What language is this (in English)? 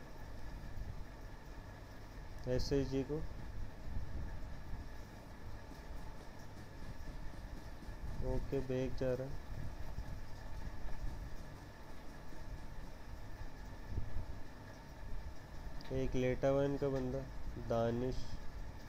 Hindi